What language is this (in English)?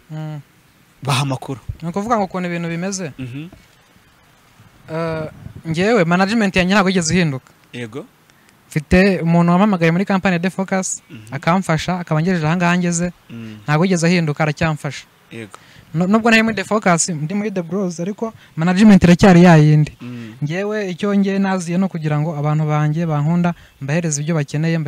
Kinyarwanda